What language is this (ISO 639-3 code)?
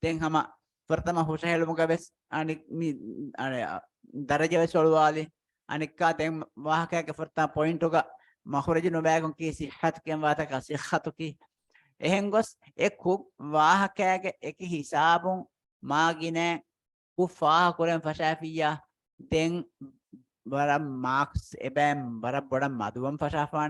div